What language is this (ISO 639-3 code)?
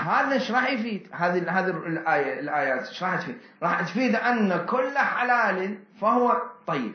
acm